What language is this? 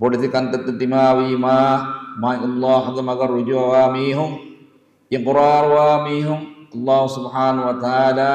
Divehi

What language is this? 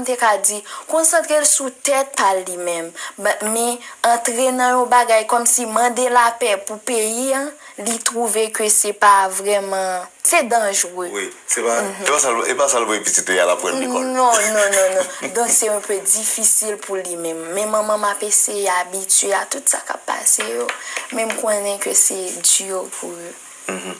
Haitian Creole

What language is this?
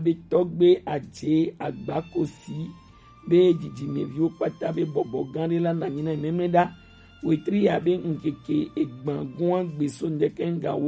Gen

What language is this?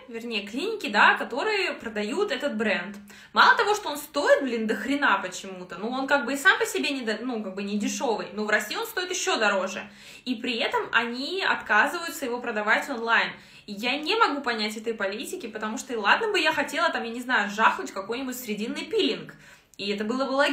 Russian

